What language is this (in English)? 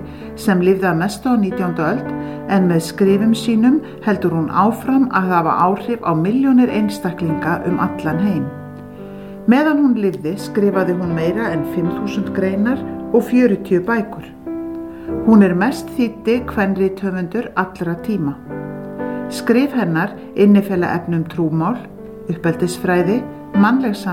Icelandic